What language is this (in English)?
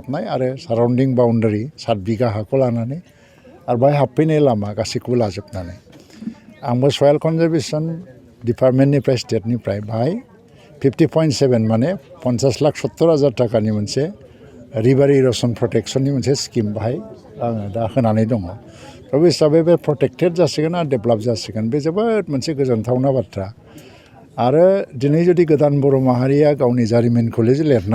Bodo